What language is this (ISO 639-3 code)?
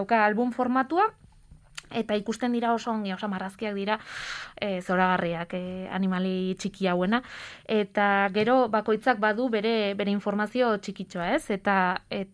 eus